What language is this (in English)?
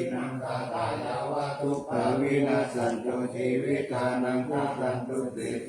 Pali